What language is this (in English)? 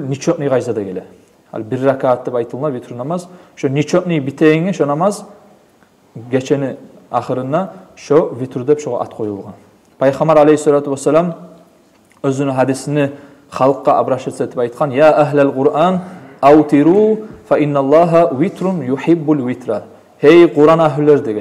Kumyk